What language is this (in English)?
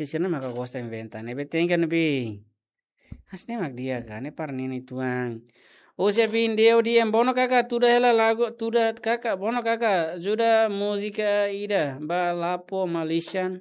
Tetum